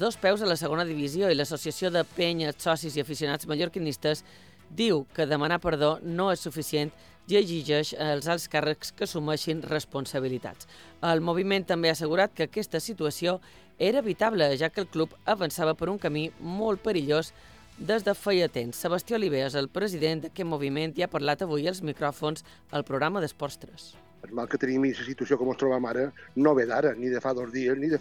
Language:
Catalan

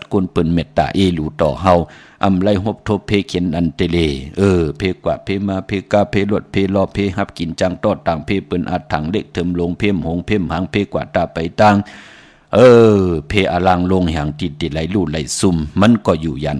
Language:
Shan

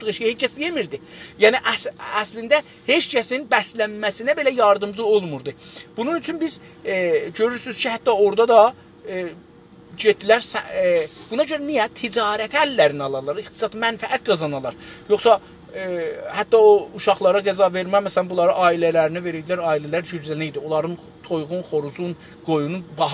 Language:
South Azerbaijani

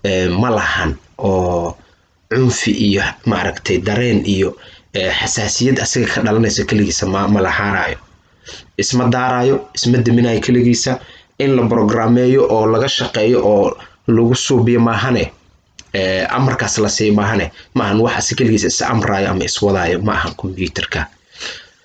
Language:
Somali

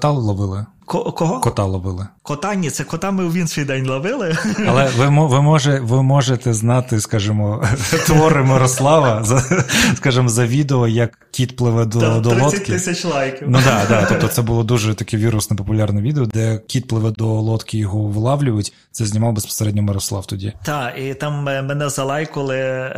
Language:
Ukrainian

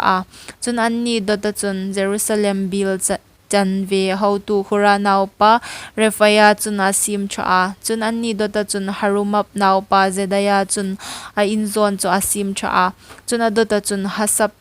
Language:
Hmar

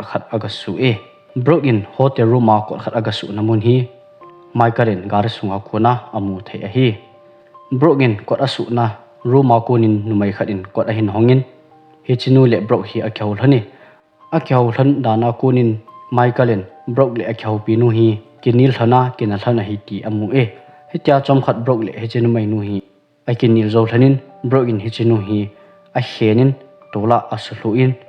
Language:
Thado Chin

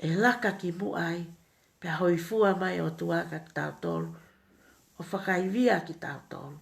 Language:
Tongan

